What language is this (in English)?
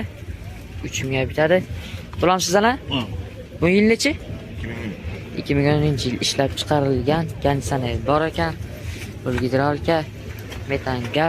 Uzbek